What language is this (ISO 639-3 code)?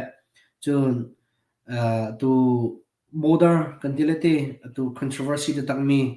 cnh